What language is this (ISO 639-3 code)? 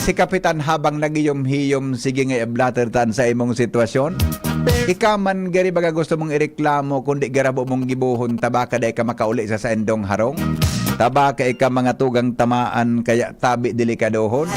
bik